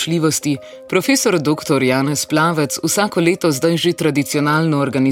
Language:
Slovenian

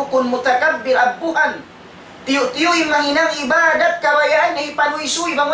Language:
Tausug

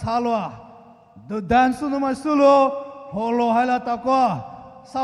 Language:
Poumei Naga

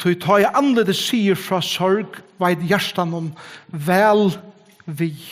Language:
Faroese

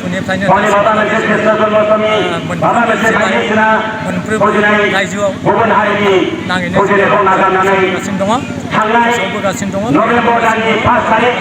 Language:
Bodo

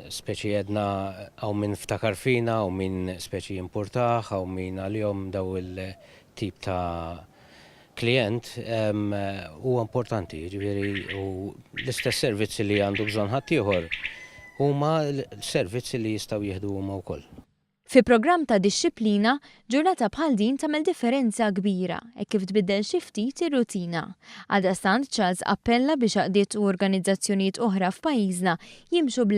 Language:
Maltese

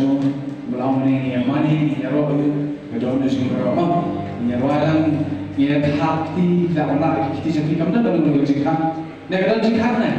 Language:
Khasi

